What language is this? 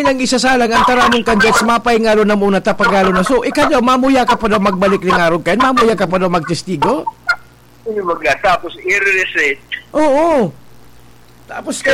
Bikol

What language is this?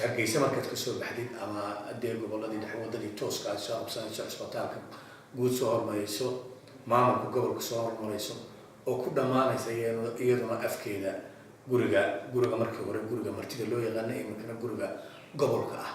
Somali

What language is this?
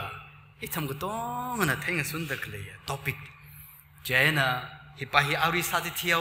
Tangkhul Naga (India)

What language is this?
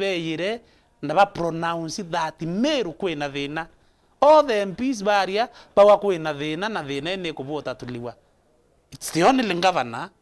Meru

